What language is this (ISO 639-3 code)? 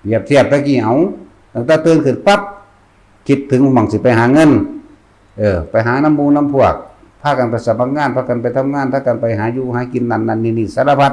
tts